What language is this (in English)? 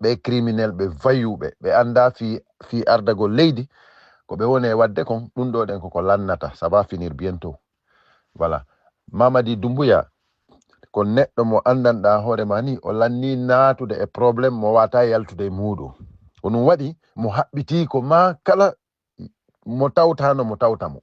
Fula